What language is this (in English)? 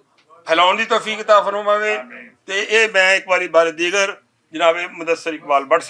Western Panjabi